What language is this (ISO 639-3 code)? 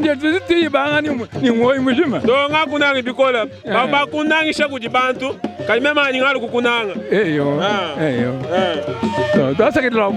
lua